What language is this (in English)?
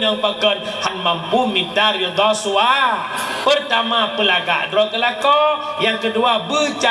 Achinese